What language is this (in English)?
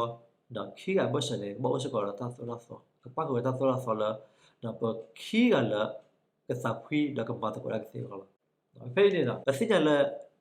S'gaw Karen